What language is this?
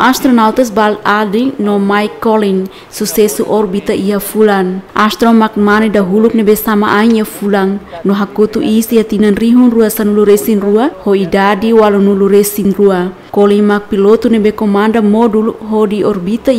Tetum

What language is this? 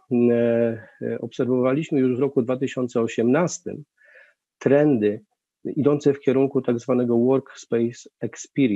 Polish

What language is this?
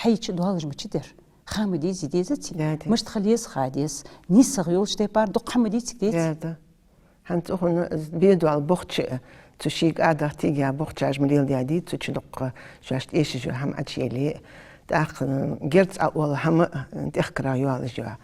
Ingush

